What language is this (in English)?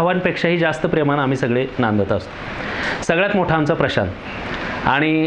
Marathi